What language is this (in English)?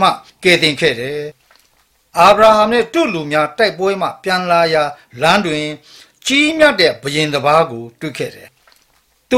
Burmese